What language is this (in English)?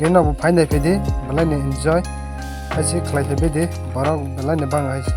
Kok Borok